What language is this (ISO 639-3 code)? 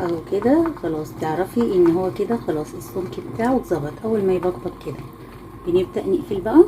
arz